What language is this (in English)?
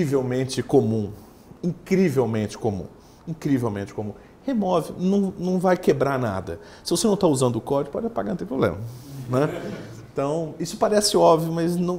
Portuguese